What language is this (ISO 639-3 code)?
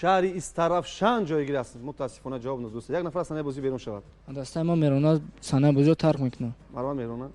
tgk